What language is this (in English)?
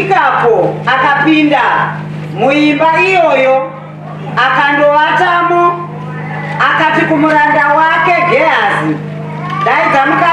Shona